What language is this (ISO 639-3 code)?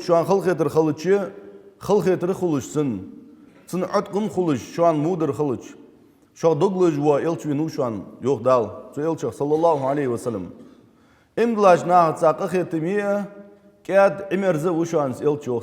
inh